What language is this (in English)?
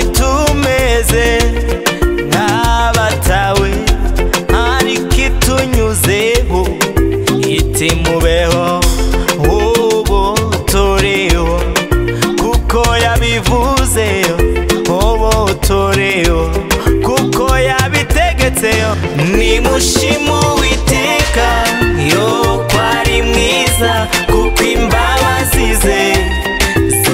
Kinyarwanda